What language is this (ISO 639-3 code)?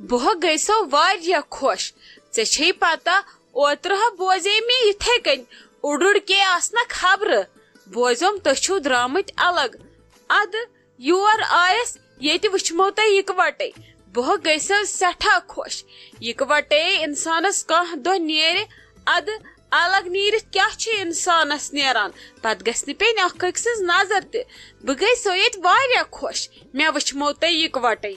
kas